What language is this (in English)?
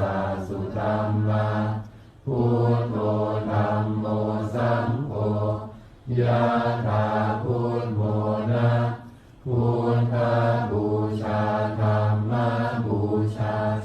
Pali